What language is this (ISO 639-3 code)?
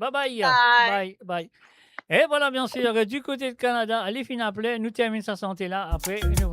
mfe